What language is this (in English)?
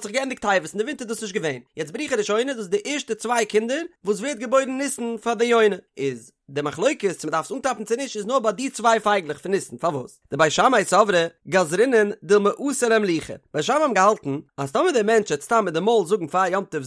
Yiddish